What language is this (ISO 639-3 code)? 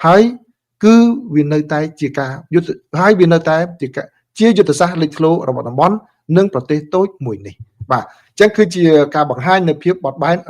khm